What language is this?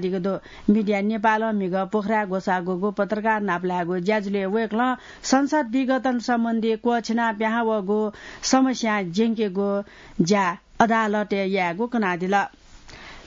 Newari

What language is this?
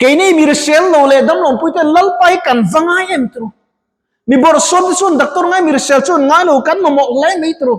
Mizo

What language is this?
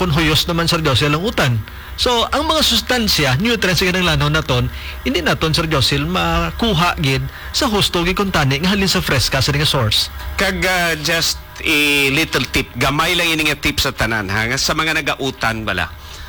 Hiligaynon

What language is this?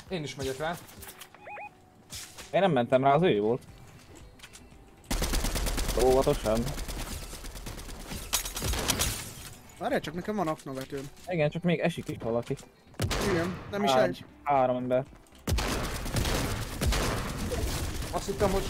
Hungarian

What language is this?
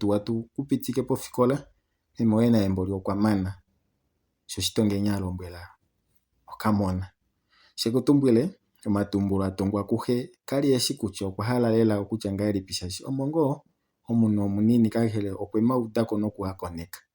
Kuanyama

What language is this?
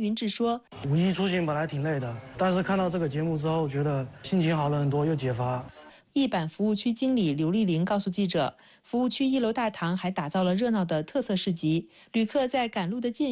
Chinese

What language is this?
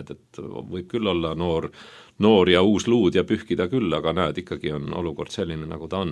Estonian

